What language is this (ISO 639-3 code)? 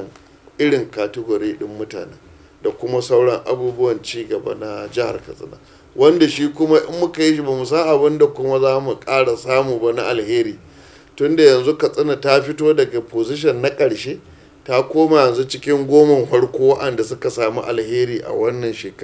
hau